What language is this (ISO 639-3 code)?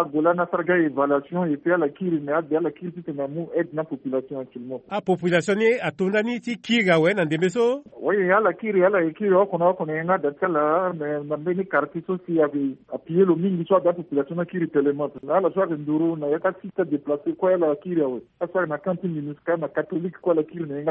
sag